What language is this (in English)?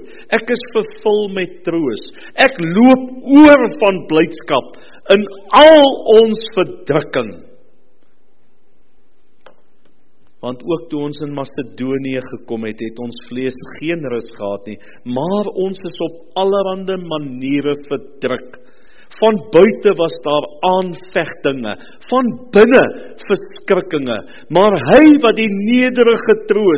Afrikaans